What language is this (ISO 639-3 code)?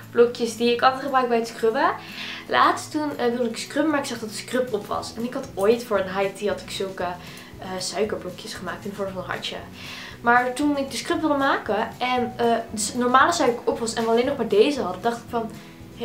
nld